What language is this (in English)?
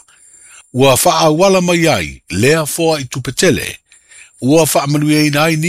Samoan